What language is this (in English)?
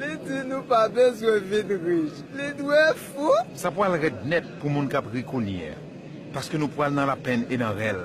Haitian Creole